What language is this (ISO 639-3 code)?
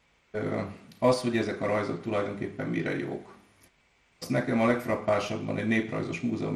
hun